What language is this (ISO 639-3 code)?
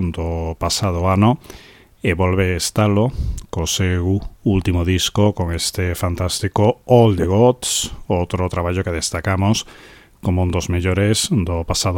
glg